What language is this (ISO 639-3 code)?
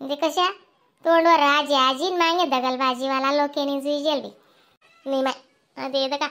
khn